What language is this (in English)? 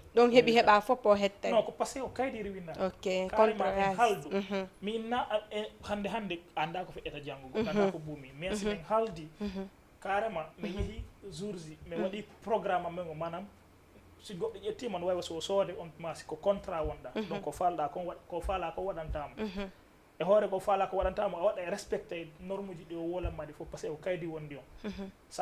Fula